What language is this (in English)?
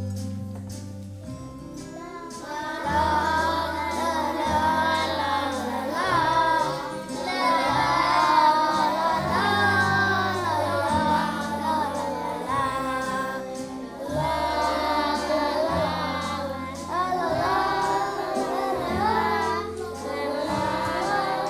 Norwegian